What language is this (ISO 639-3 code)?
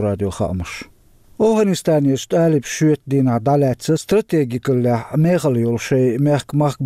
che